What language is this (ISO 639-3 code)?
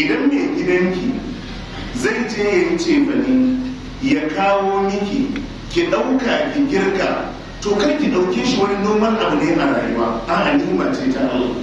hau